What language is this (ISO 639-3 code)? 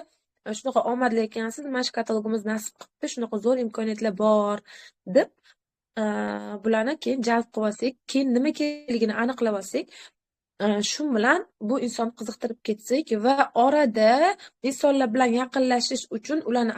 uzb